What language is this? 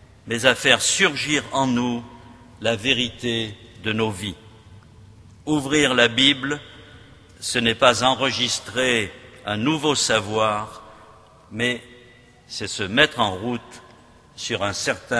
French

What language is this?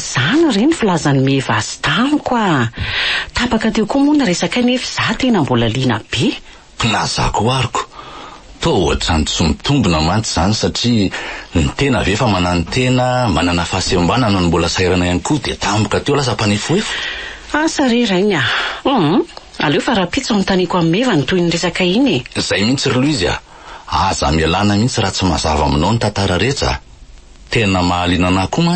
Malagasy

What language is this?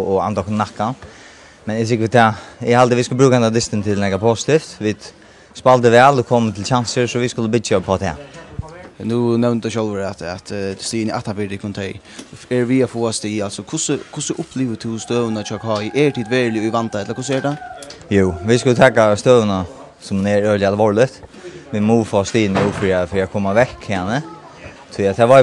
Faroese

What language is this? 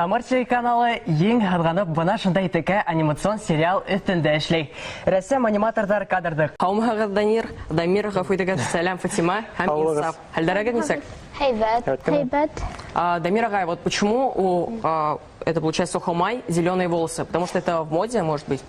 Bashkir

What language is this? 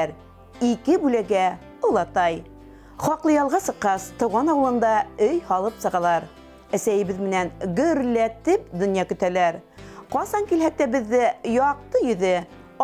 Bashkir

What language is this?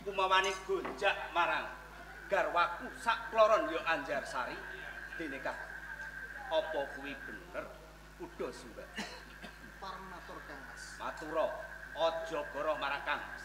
Javanese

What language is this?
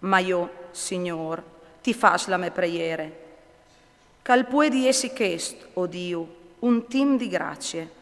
Friulian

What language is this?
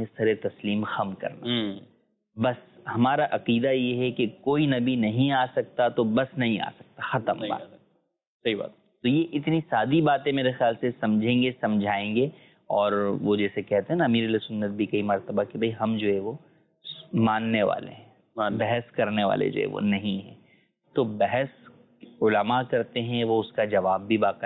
Urdu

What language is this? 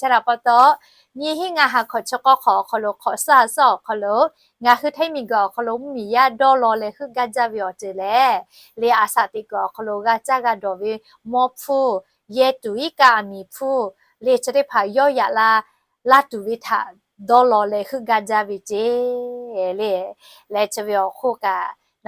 Lahu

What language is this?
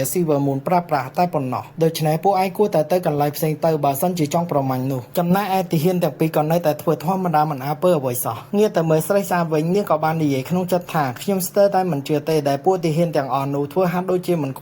Khmer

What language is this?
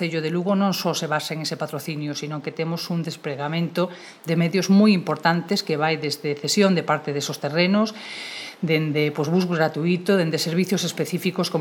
Galician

